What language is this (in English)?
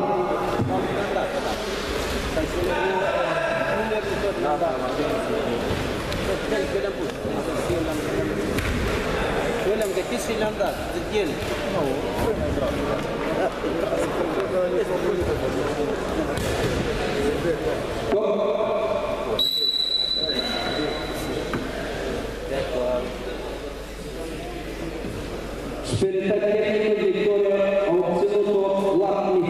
Romanian